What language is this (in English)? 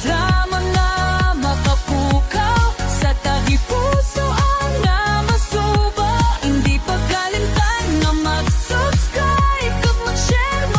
Hiligaynon